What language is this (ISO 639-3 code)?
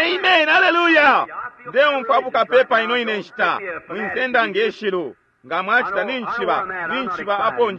bem